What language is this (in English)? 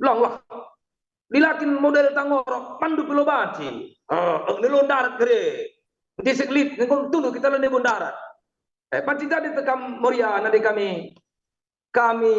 Batak Karo